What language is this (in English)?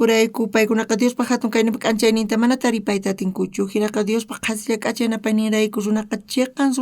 South Bolivian Quechua